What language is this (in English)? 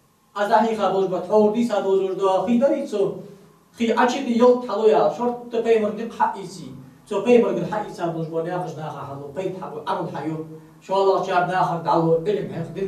Ingush